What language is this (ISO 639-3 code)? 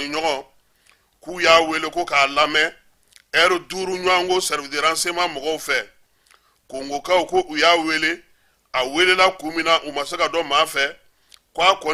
bam